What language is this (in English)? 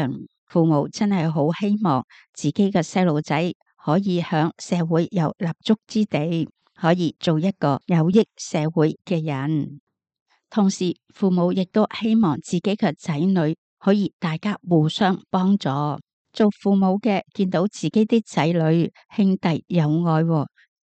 Cantonese